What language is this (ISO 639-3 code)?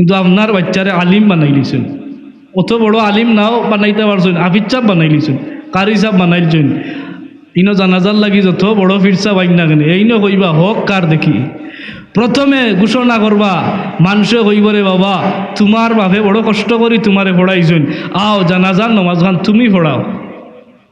syl